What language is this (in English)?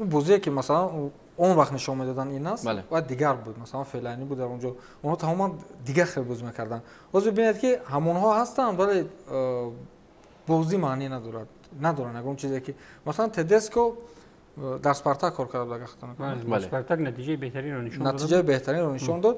Tajik